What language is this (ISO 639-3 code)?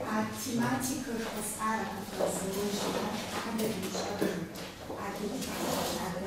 kbd